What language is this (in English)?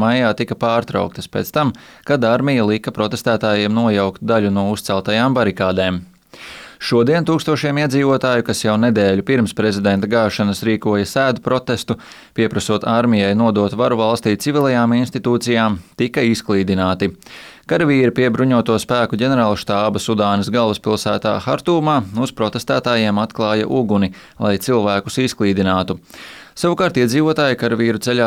Latvian